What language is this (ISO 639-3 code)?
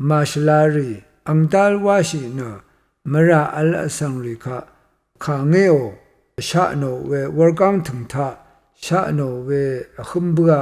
raw